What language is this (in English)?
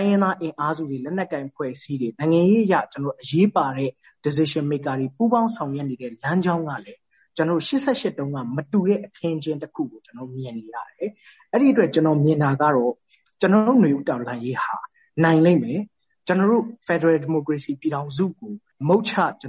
Burmese